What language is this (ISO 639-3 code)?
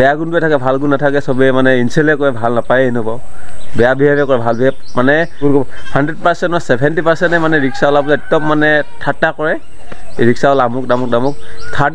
asm